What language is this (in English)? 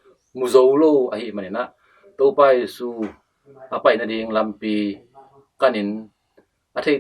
Tedim Chin